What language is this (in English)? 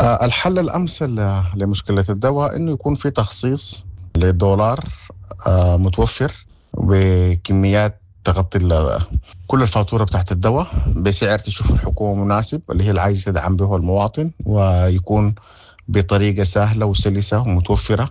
Sudanese Arabic